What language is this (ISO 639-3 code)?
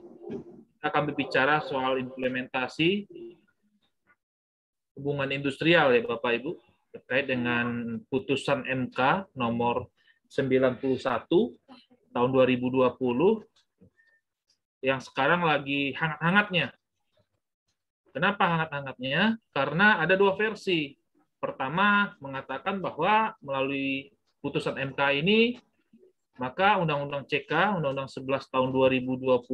ind